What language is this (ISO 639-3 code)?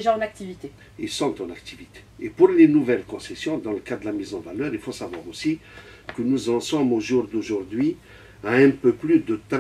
fra